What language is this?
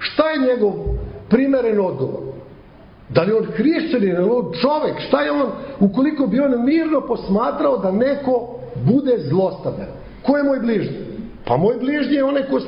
Serbian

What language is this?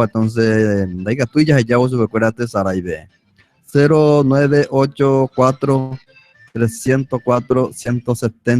Guarani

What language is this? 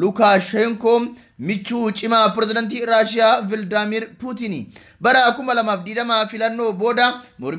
Oromo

